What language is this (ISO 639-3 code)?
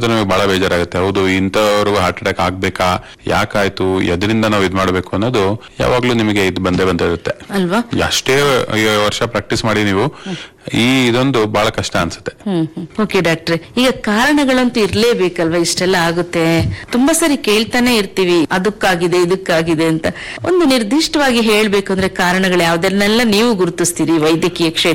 kan